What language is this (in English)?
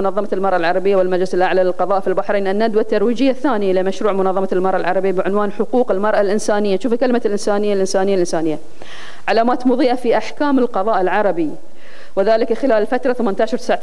Arabic